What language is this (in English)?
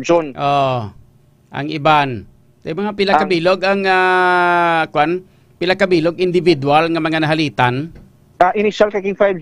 Hiligaynon